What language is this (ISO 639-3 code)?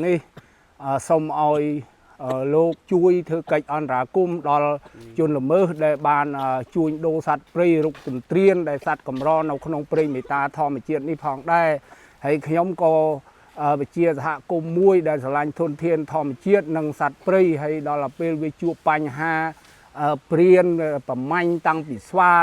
khm